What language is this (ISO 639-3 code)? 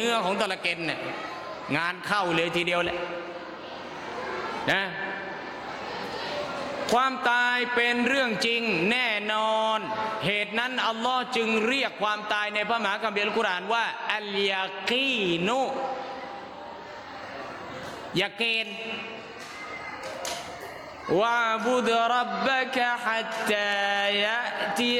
tha